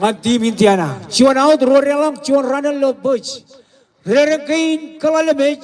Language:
Marshallese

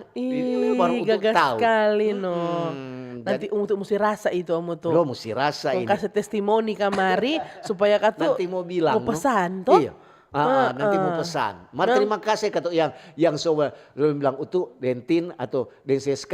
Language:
Manado Malay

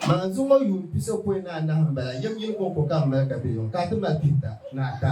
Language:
Dagbani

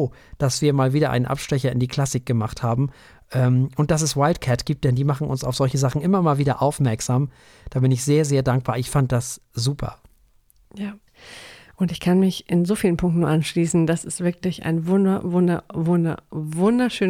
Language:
German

